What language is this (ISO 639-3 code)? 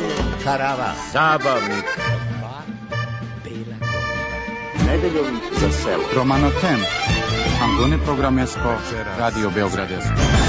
srp